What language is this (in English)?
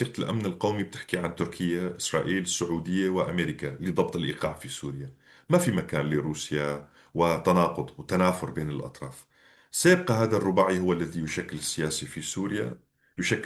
North Levantine Arabic